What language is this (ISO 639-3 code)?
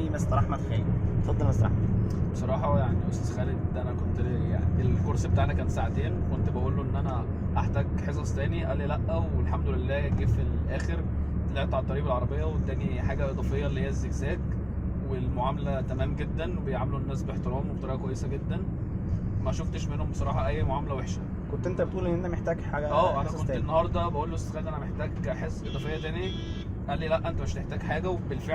arz